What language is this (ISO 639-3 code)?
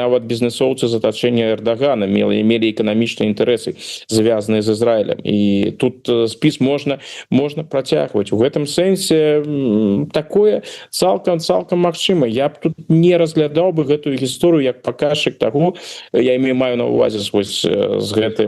bel